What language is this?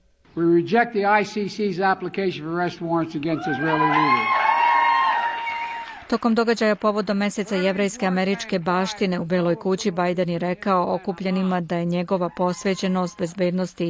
Serbian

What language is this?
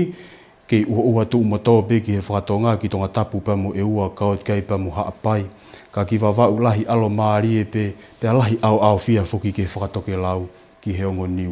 Tongan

